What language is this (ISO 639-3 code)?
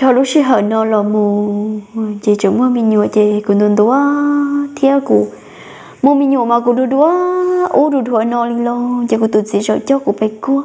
hmn